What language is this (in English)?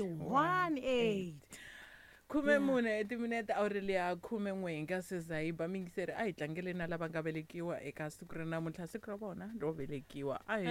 Tsonga